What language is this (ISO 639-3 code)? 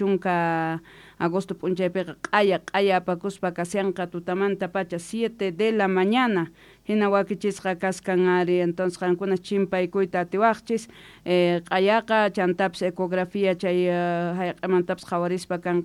quh